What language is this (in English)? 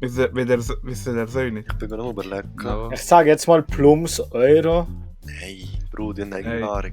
Swiss German